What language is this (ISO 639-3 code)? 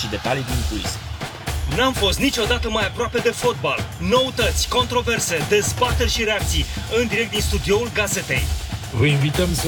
ron